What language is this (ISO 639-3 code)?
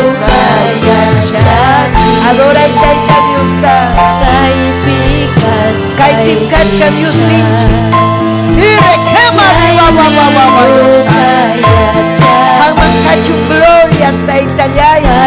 quy